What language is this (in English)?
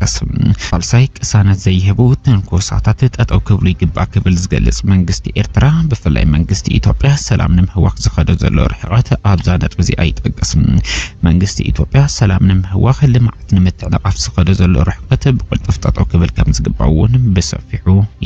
Tigrinya